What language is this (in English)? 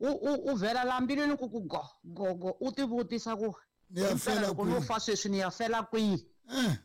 Tsonga